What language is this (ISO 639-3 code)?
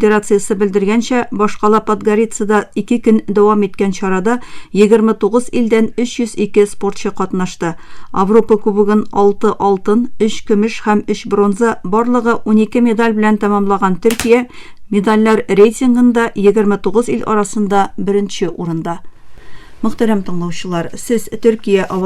tat